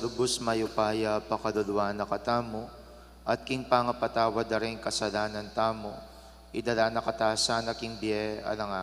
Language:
Pampanga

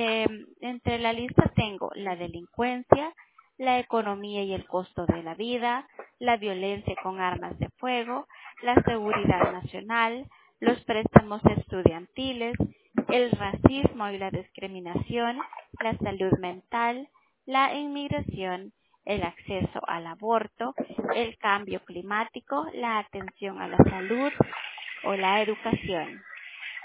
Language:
Spanish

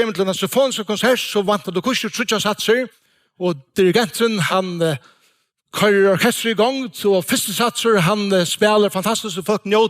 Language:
Faroese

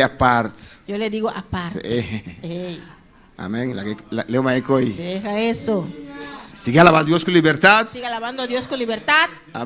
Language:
Papiamento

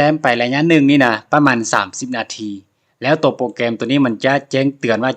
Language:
Lao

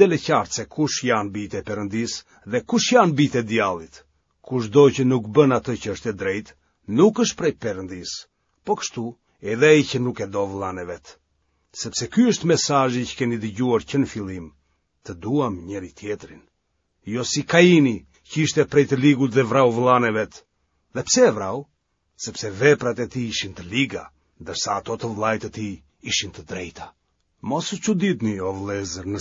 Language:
Albanian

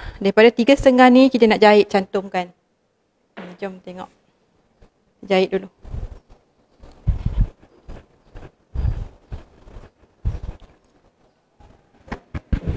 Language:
Malay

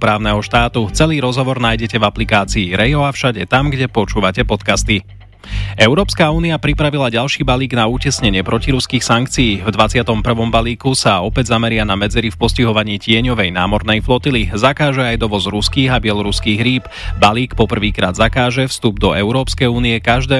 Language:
Slovak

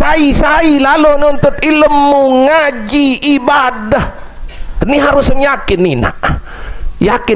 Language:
Sasak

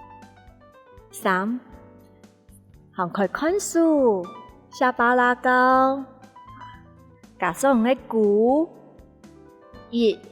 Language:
Hakka Chinese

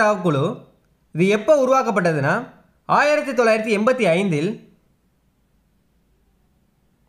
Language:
Tamil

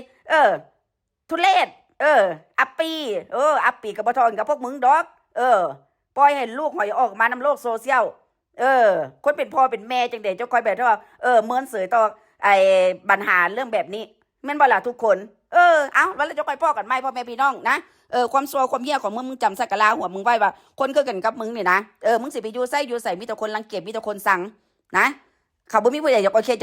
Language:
Northeastern Thai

